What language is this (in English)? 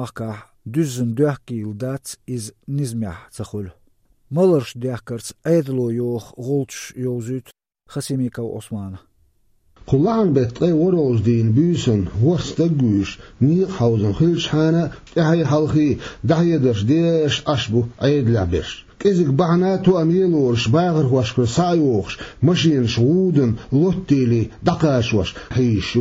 Chechen